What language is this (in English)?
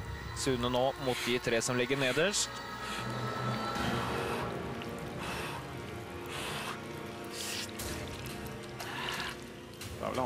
Norwegian